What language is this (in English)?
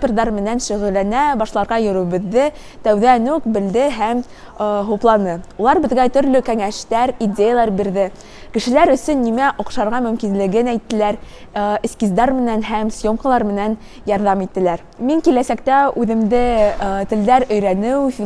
Bashkir